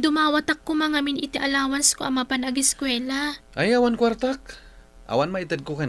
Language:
Iloko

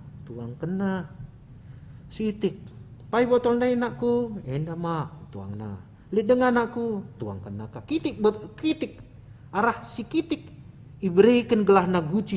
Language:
Batak Karo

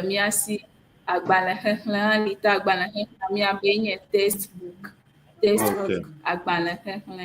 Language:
Ewe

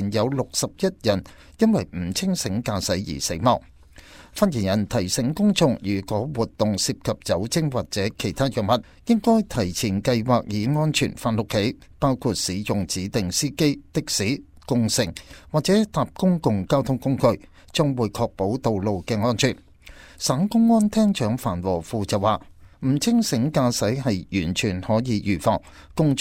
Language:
Cantonese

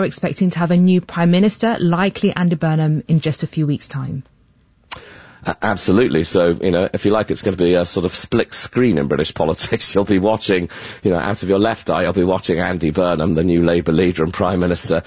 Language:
English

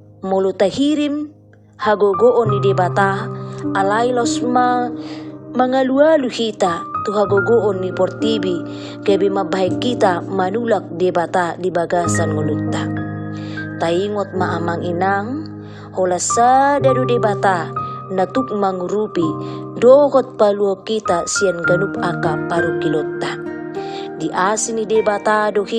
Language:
Batak Toba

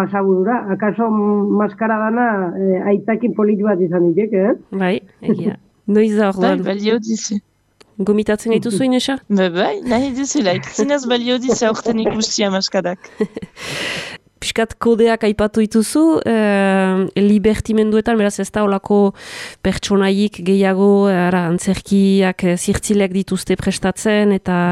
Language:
Basque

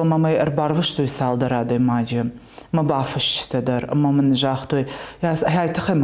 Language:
Ossetic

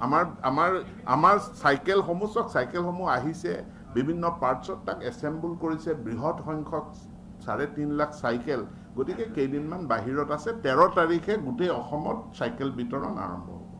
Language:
Assamese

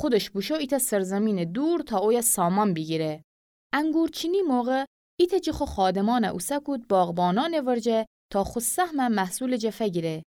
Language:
Gilaki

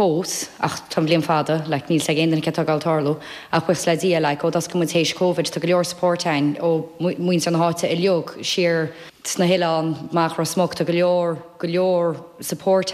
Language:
Irish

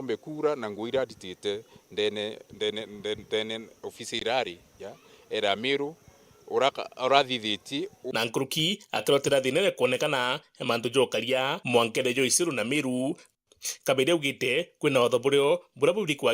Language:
Meru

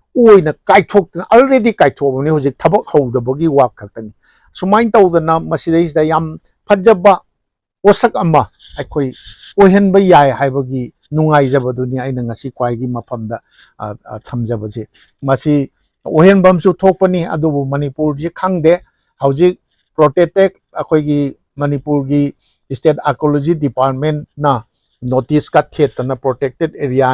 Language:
Manipuri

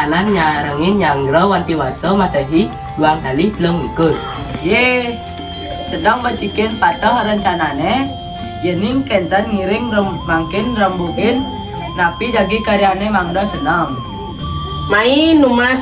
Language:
Balinese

